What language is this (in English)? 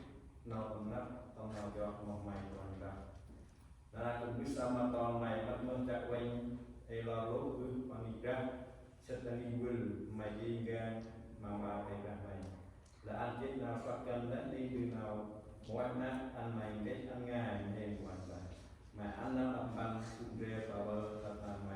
Central Mnong